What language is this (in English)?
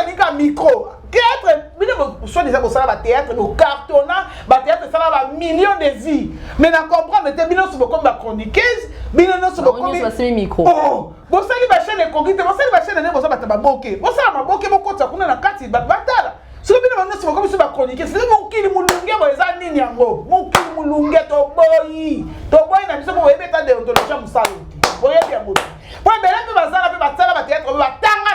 Lingala